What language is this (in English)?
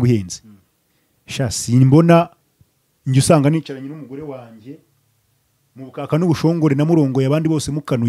Kinyarwanda